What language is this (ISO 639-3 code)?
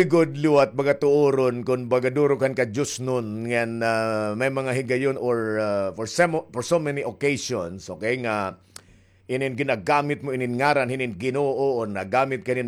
war